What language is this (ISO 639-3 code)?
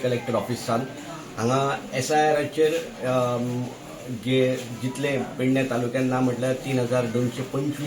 kok